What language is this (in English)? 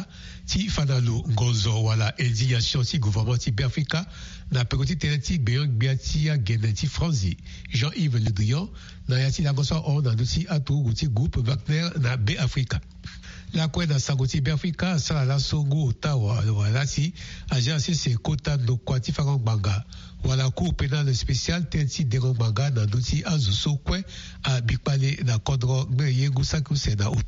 Sango